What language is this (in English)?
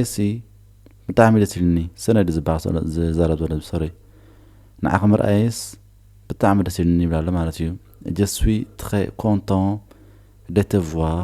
Tigrinya